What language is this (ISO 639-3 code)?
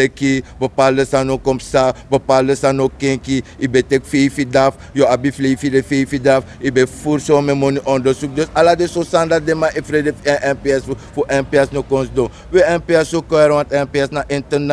srn